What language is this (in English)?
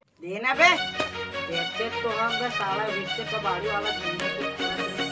Chhattisgarhi